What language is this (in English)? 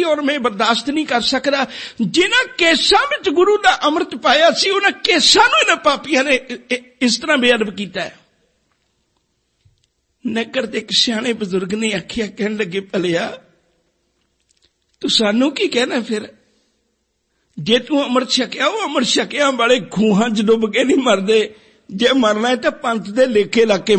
Punjabi